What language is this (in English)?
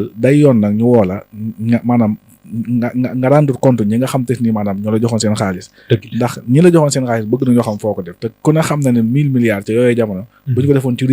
Wolof